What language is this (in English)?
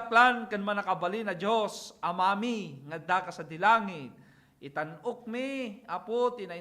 Iloko